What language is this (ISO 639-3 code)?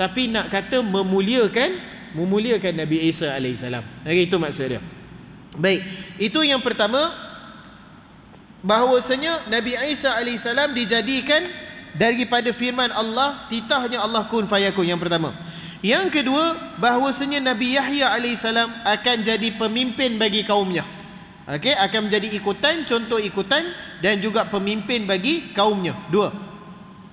msa